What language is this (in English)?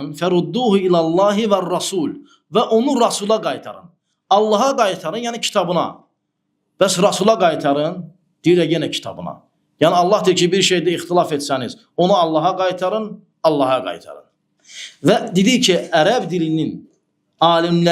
Azerbaijani